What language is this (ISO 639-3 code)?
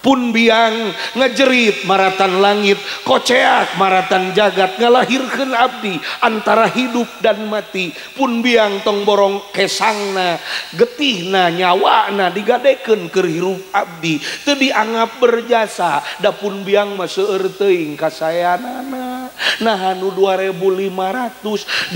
sun